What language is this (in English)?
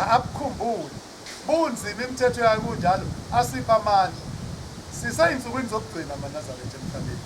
Zulu